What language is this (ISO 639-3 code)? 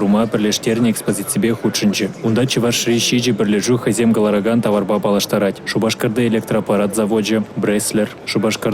chv